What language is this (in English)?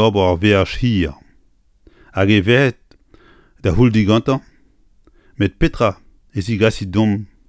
Breton